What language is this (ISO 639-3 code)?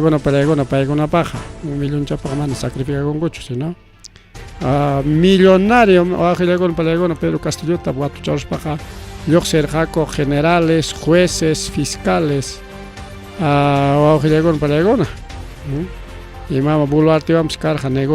quy